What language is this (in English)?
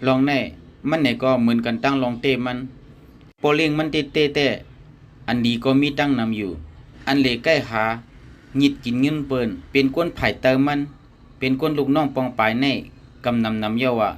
Shan